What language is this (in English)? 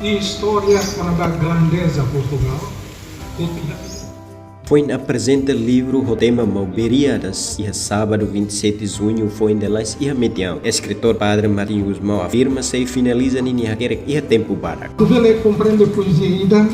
Tetum